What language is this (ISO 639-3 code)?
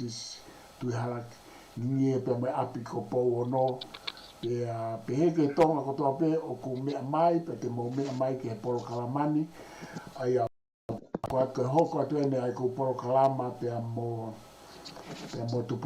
ton